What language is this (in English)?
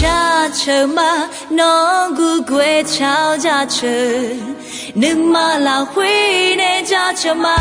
Akha